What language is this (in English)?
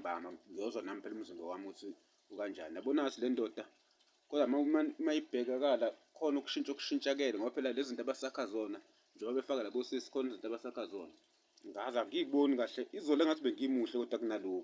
Zulu